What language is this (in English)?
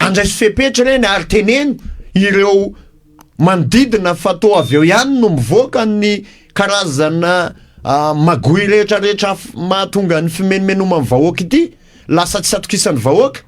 Malagasy